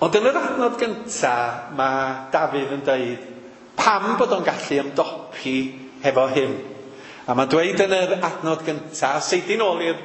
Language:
Welsh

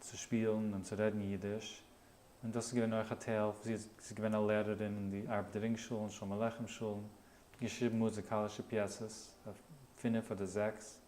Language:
Yiddish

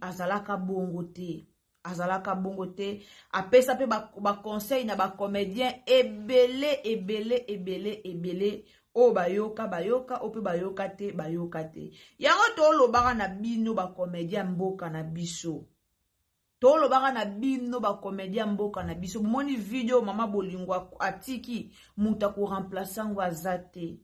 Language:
Lingala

